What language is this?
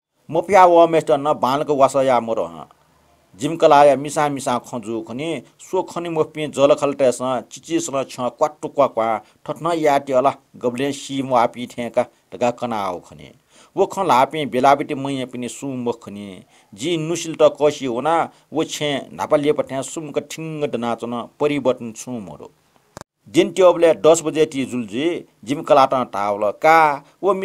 Newari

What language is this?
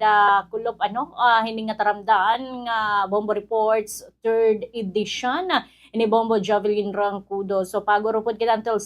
Waray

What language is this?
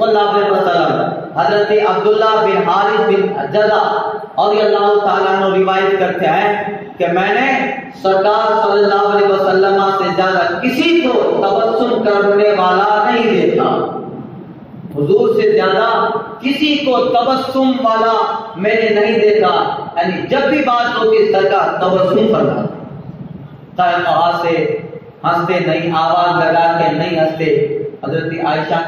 Urdu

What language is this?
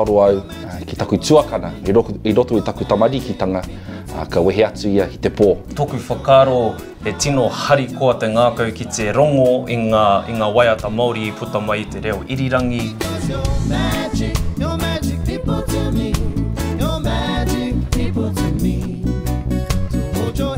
Māori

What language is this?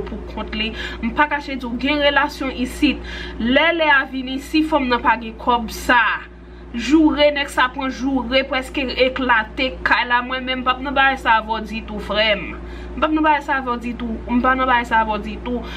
Haitian Creole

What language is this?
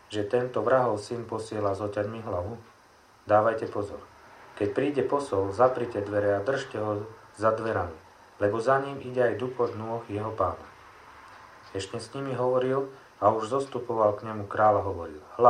Slovak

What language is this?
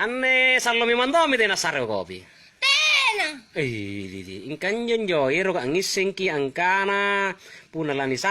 Makasar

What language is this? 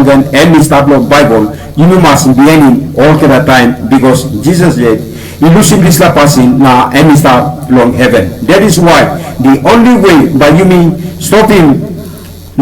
Tok Pisin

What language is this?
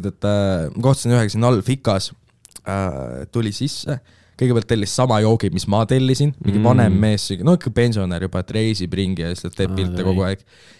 Estonian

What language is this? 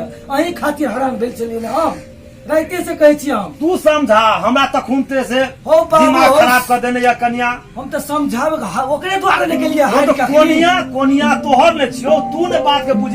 Maithili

